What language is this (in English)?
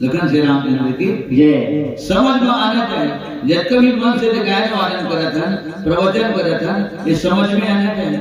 Chhattisgarhi